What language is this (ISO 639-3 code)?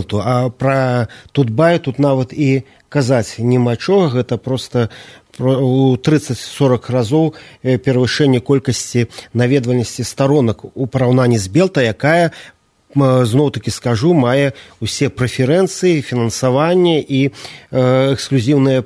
bel